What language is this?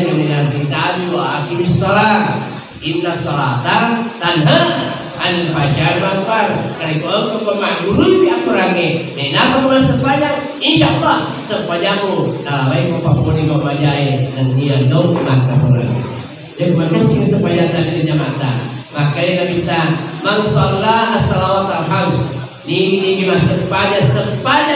Buginese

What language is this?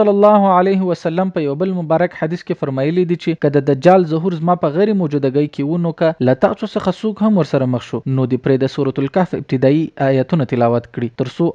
Pashto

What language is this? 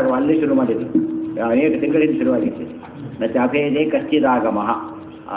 Kannada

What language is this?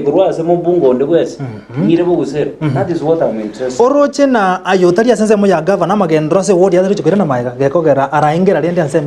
Gusii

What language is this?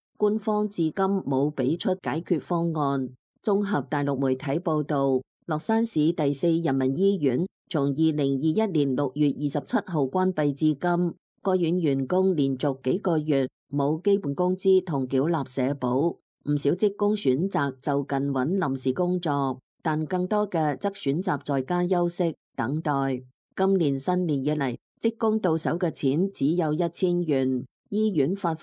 Cantonese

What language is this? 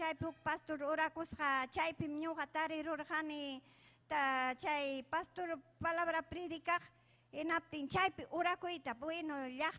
Ayacucho Quechua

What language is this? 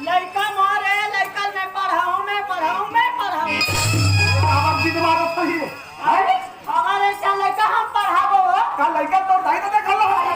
Chhattisgarhi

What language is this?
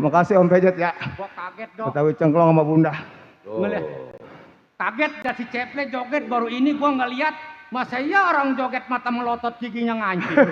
Betawi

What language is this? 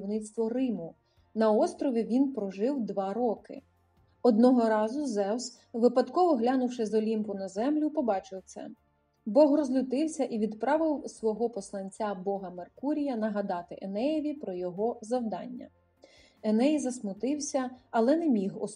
Ukrainian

